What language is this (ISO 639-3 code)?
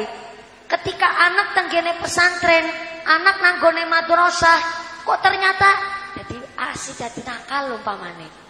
jav